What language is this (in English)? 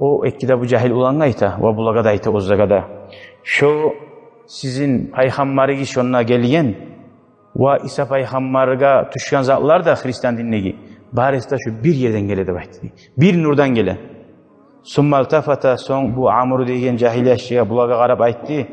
Kumyk